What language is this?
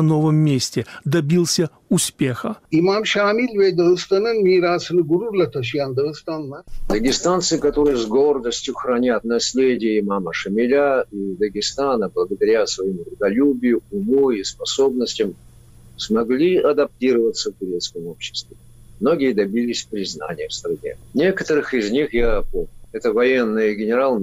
Russian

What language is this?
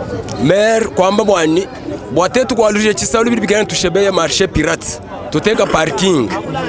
Luba-Lulua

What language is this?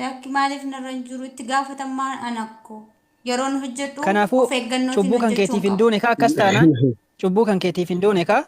Oromo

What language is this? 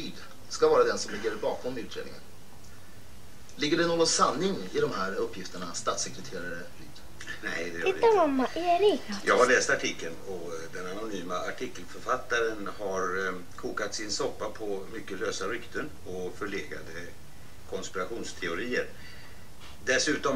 Swedish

